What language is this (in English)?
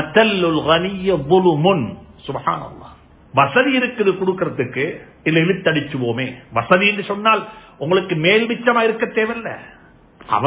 Tamil